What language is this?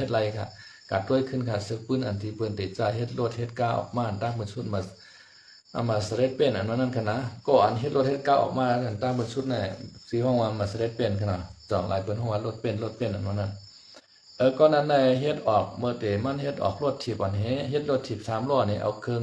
Shan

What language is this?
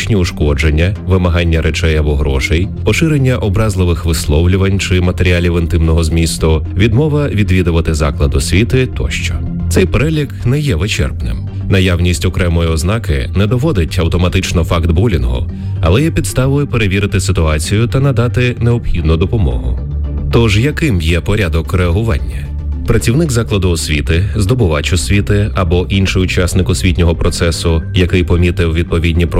Ukrainian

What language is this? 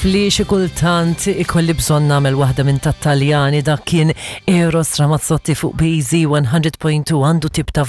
Maltese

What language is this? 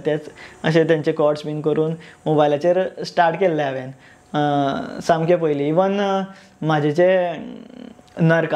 Konkani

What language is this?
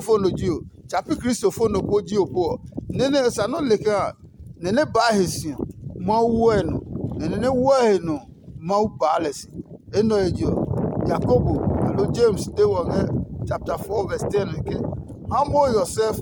Adangme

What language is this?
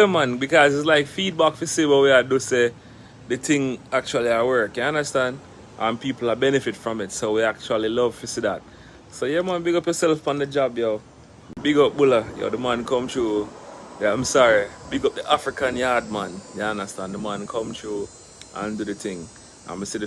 Jamaican Creole English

